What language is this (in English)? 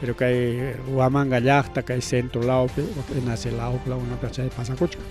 Ayacucho Quechua